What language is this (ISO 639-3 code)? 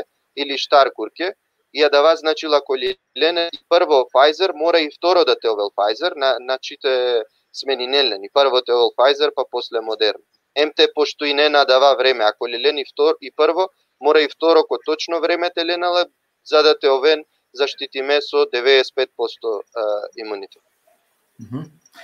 rmn